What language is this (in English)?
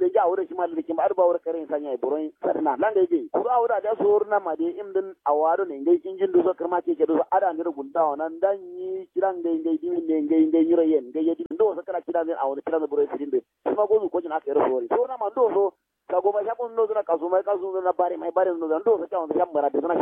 Kanuri